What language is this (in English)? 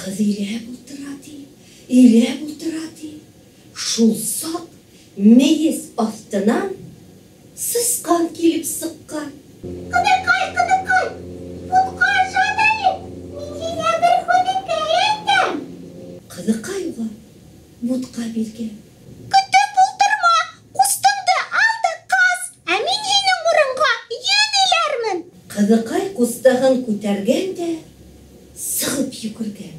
Bashkir